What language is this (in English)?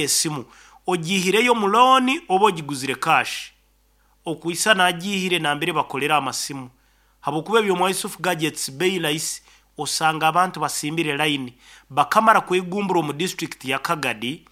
Nyankole